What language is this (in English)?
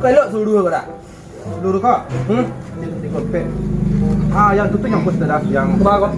Minangkabau